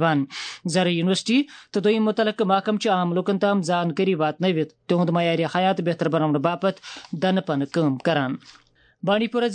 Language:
Kashmiri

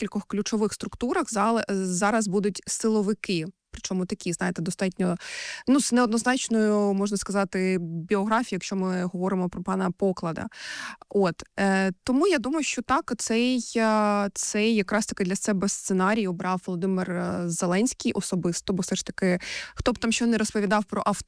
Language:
Ukrainian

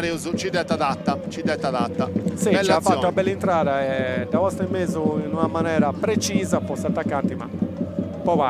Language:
Sardinian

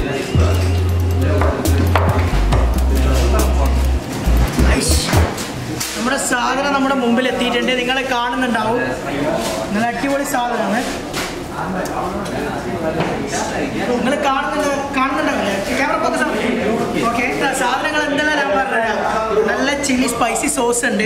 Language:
Malayalam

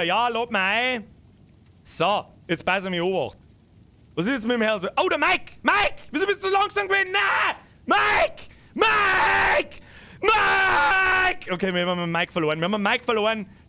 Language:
Bavarian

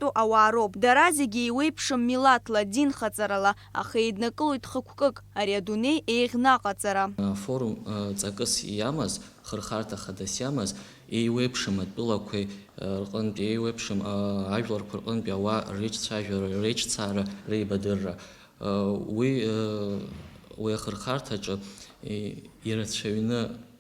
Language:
Abkhazian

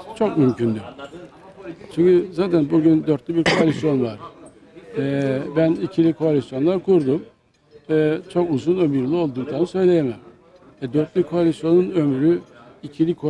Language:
Turkish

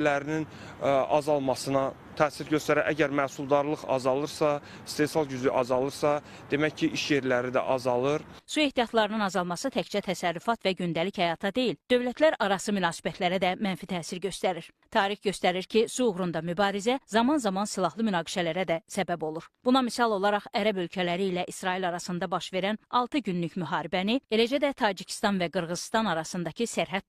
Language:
Azerbaijani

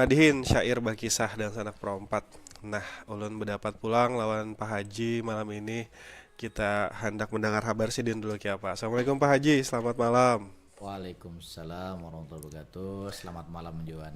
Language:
Banjar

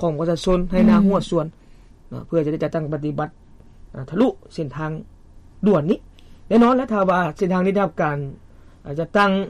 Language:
Lao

